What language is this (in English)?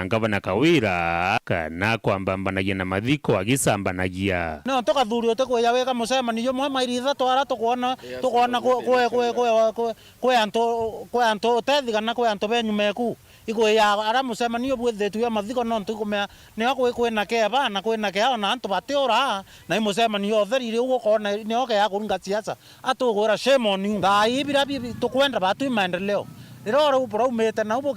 Meru